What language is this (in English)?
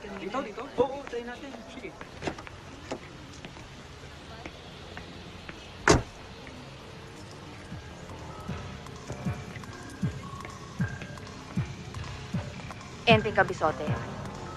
Filipino